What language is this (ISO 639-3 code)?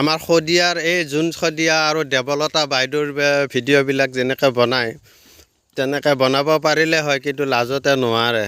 asm